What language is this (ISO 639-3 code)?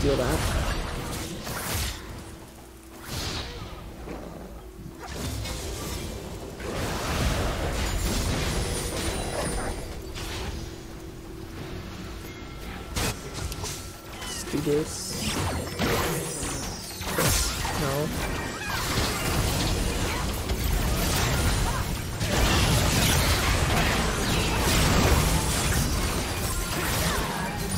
eng